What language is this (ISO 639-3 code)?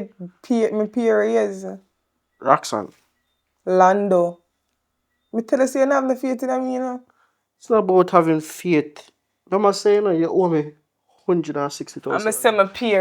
jam